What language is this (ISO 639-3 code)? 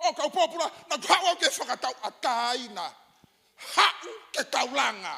ton